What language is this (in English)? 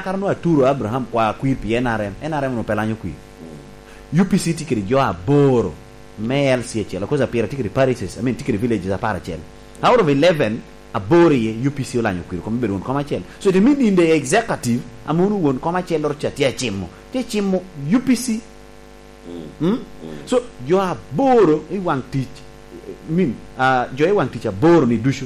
Lango (Uganda)